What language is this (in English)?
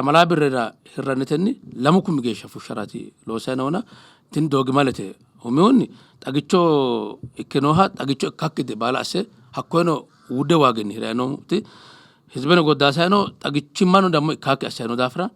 Sidamo